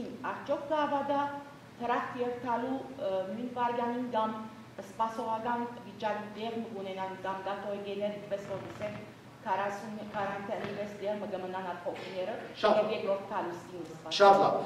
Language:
Western Armenian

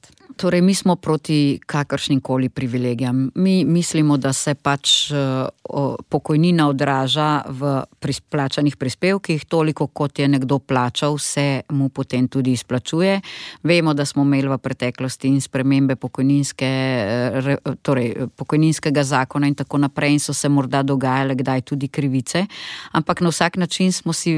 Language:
Slovenian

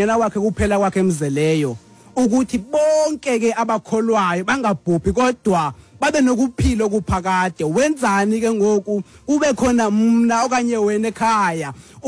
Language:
Xhosa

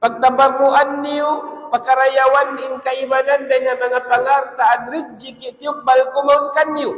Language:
Tausug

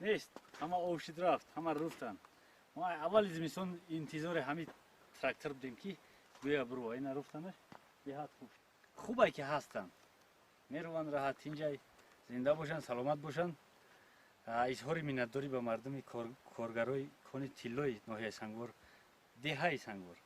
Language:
Tajik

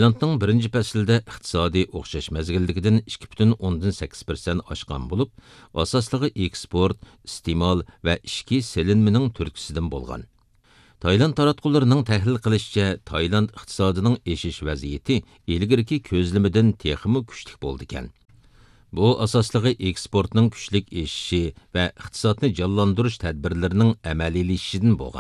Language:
Uyghur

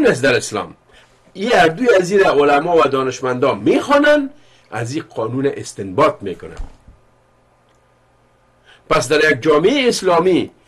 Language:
Persian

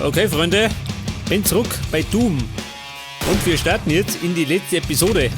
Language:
Bavarian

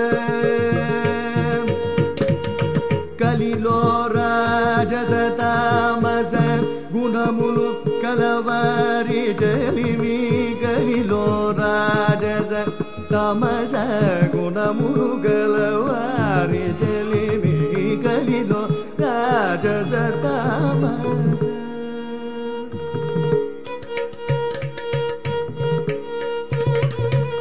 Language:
Telugu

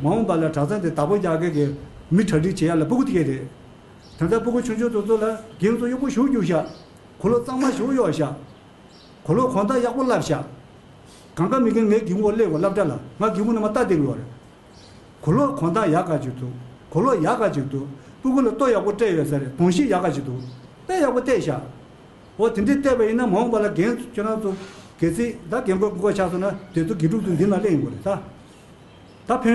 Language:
Tibetan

